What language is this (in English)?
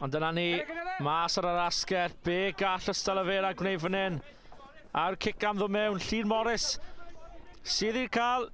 Welsh